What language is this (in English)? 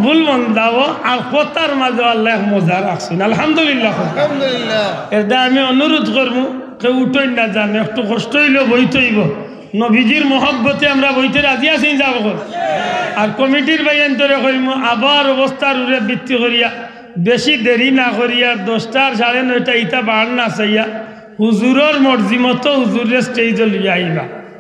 Sylheti